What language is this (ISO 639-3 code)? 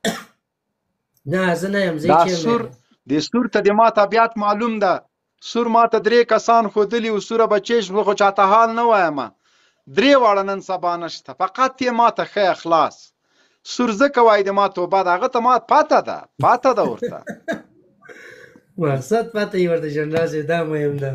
pus